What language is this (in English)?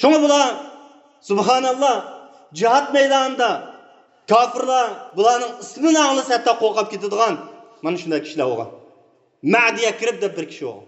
Uyghur